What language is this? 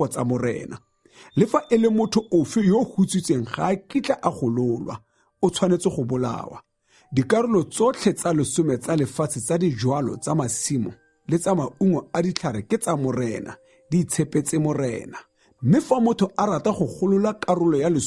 Tswana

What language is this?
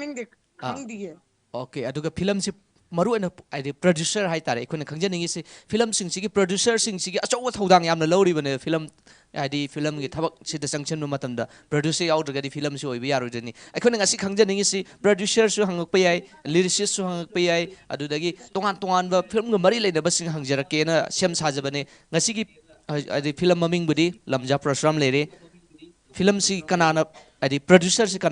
Manipuri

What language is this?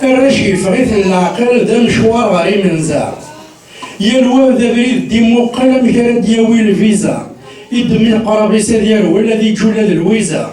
Kabyle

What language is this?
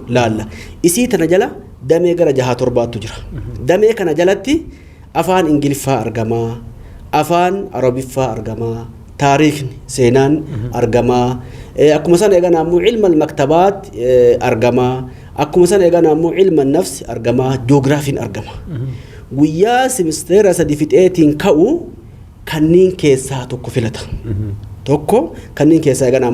Oromo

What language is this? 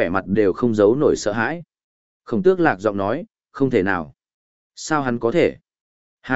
Vietnamese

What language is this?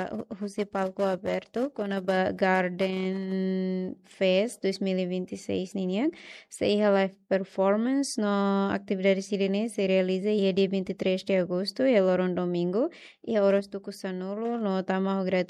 Tetum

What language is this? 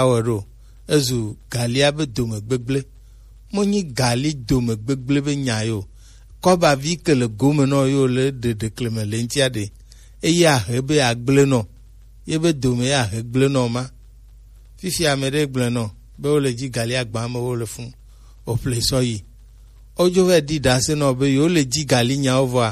Gen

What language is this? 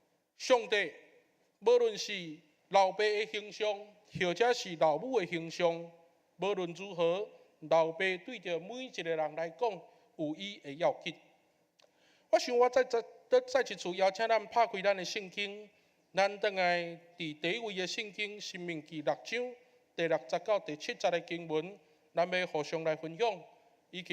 Min Nan Chinese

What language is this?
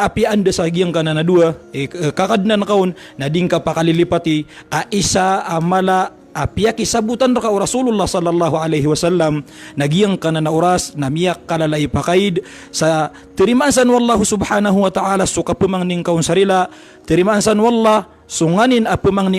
Maranao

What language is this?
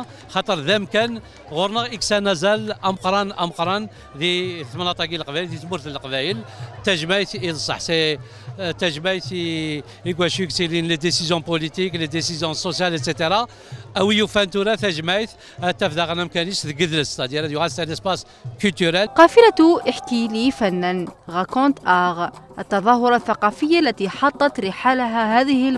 Kabyle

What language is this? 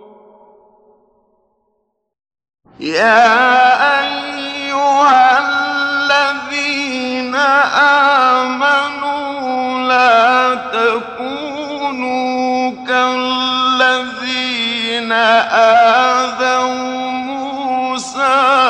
Arabic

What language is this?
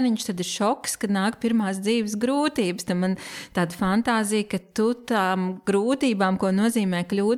Latvian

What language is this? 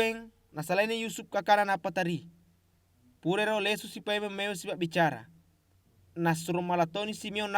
Buginese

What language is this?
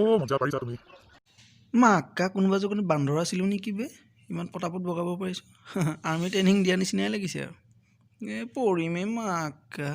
Assamese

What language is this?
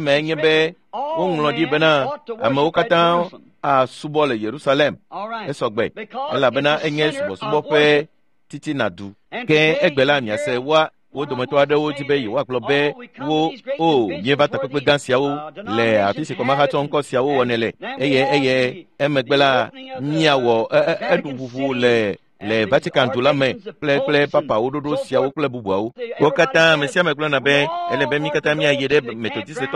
Ewe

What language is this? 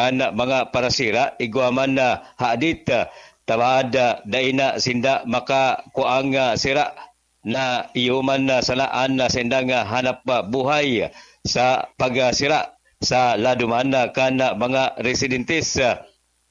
Bikol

